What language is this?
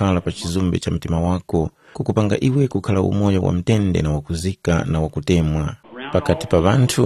Tumbuka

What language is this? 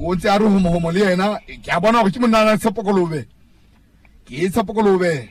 Southern Sotho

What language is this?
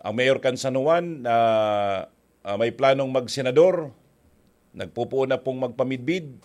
Bikol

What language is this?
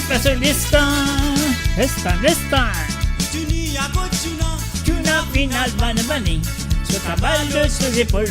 Morisyen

